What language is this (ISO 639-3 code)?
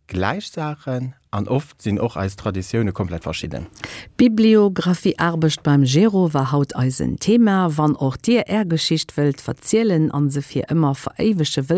ltz